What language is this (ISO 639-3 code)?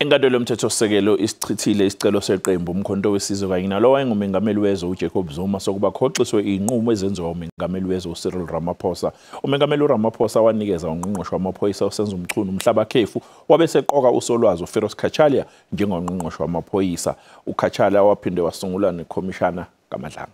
zul